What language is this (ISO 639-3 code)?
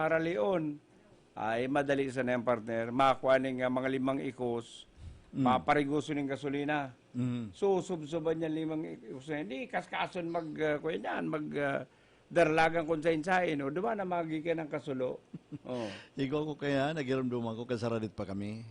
bik